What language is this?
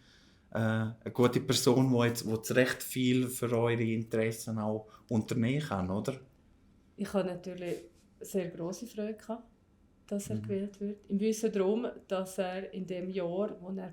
Swiss German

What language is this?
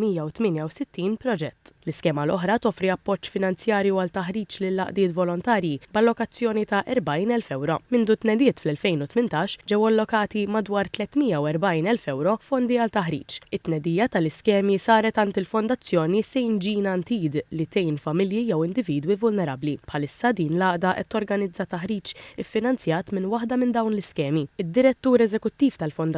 Maltese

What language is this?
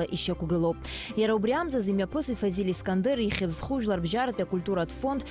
Abkhazian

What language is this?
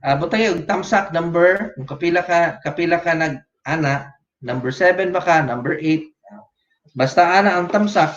Cebuano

